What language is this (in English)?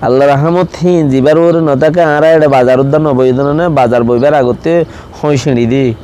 Rohingya